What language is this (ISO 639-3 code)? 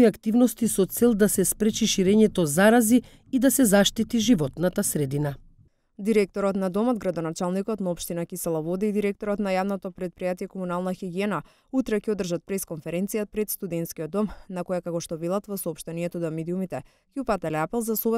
mkd